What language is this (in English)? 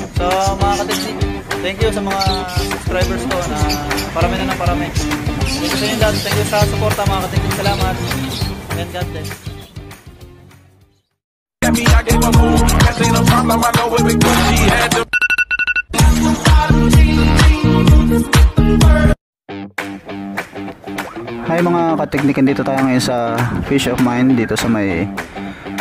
Filipino